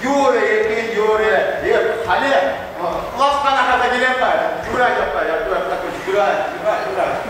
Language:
Chuvash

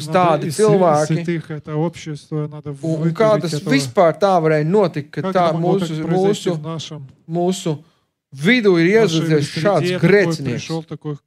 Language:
Latvian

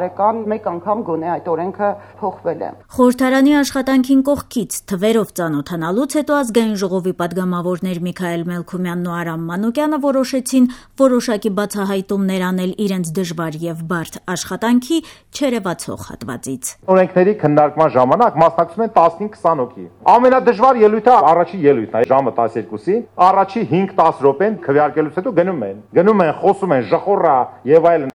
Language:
Armenian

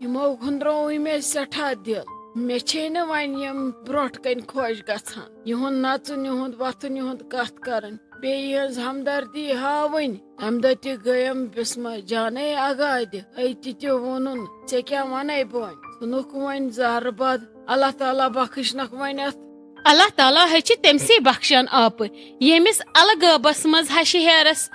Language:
Kashmiri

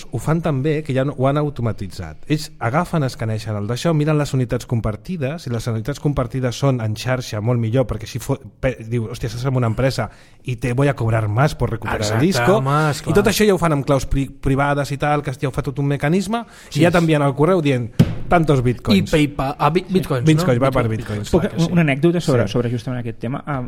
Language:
Catalan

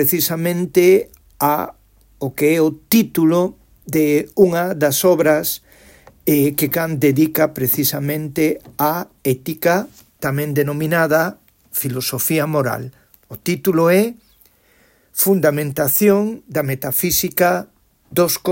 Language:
Galician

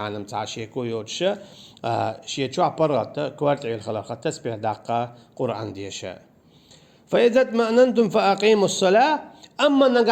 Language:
Chechen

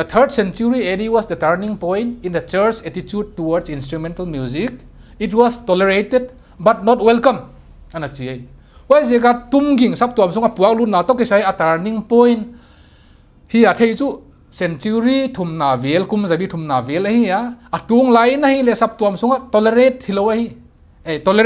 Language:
Paite Chin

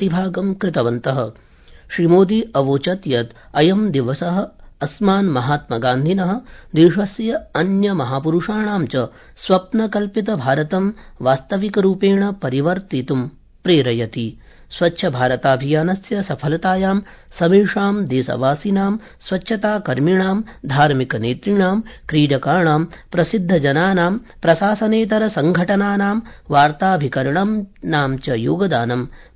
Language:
Sanskrit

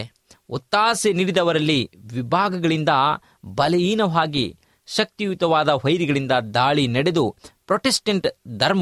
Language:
Kannada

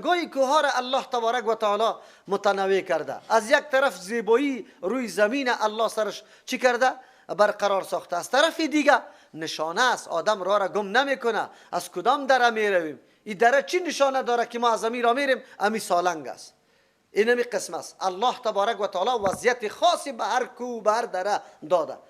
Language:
Persian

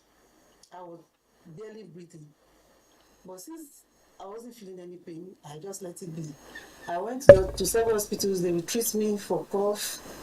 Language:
Ewe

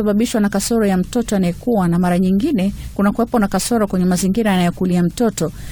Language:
Swahili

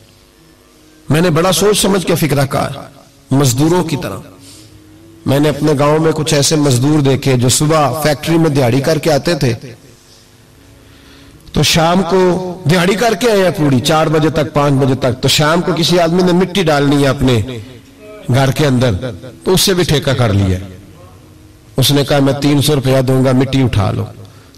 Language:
Urdu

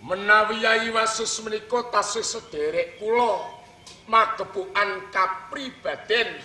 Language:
Javanese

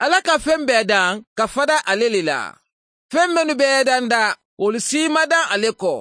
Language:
Mandingo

